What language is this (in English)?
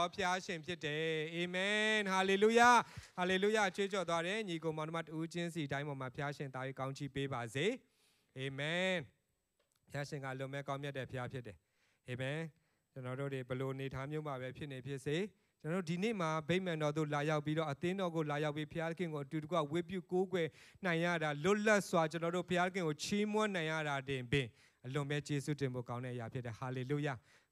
Burmese